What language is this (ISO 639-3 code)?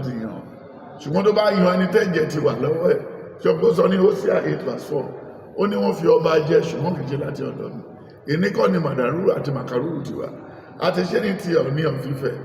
yor